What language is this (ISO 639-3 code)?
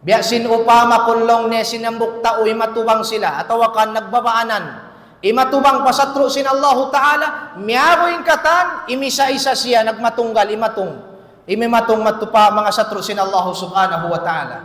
tsg